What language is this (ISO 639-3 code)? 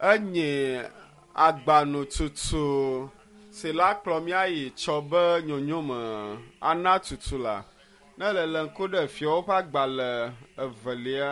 ewe